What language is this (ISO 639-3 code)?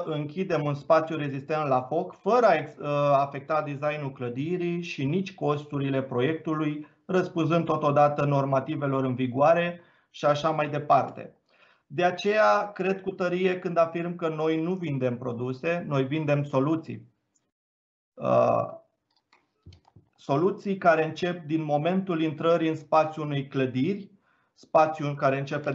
ron